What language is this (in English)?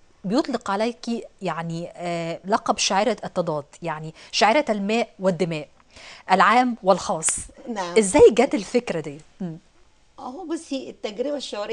Egyptian Arabic